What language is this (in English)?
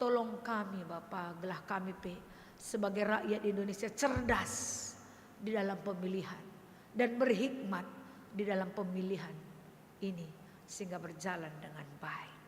Batak Karo